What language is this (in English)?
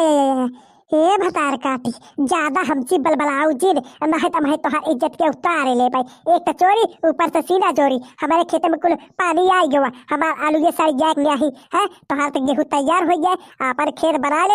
Bhojpuri